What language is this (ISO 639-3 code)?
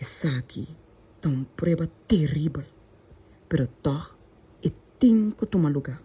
pap